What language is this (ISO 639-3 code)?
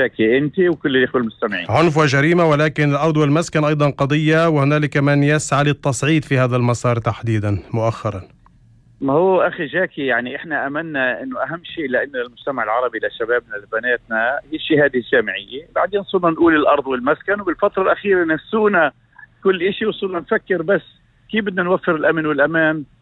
apc